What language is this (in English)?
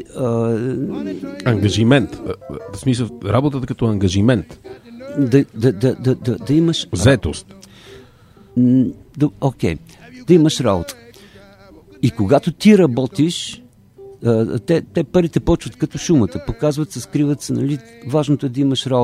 Bulgarian